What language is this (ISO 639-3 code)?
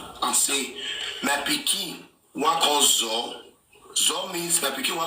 pcm